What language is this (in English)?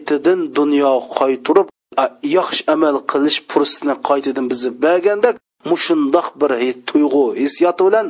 Uyghur